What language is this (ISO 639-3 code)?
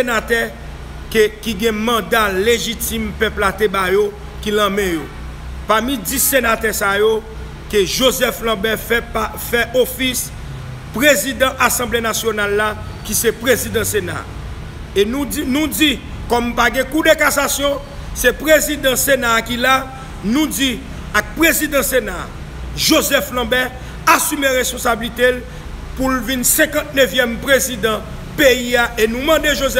hat